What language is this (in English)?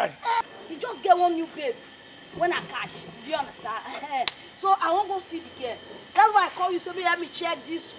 Nigerian Pidgin